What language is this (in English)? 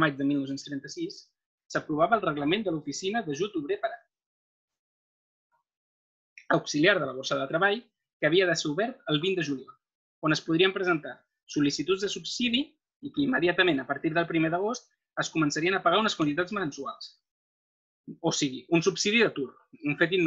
Catalan